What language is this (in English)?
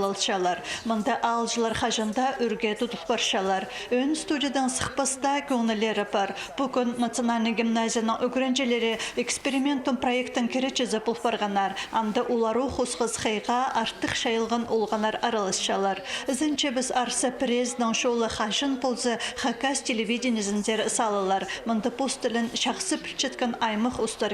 Khakas